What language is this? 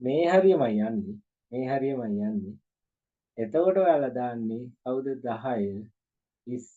Sinhala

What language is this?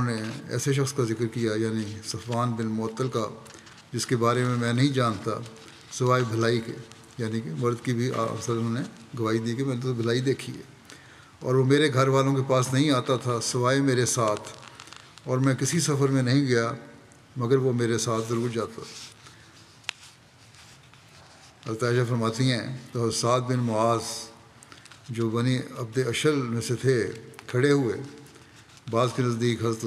Urdu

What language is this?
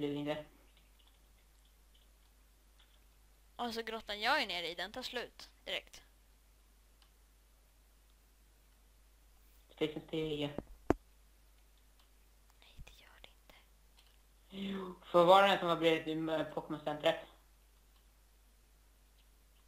Swedish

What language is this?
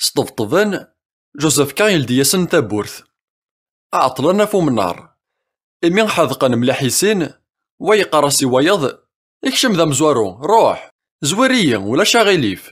Kabyle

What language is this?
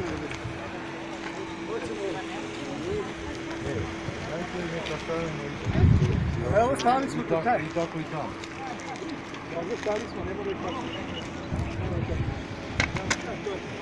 Serbian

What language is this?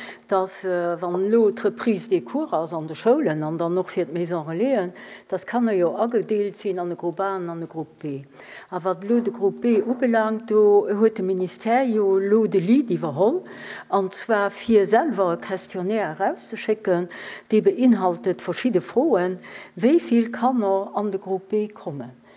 Luxembourgish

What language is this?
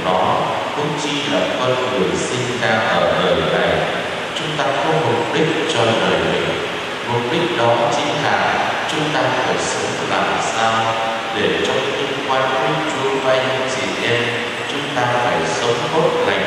Vietnamese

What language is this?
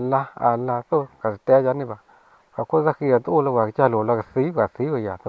S'gaw Karen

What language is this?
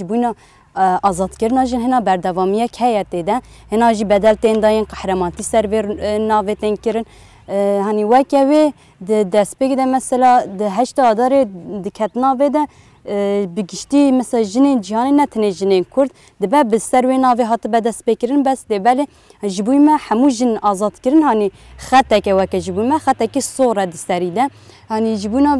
Kurdish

